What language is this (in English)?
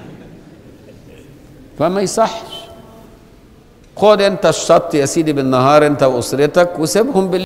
Egyptian Arabic